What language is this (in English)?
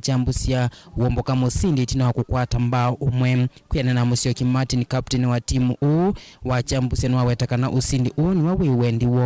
Kamba